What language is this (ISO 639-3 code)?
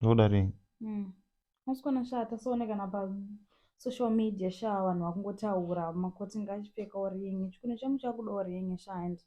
sna